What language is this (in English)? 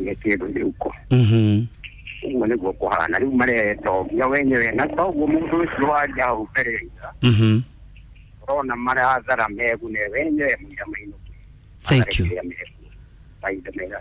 Kikuyu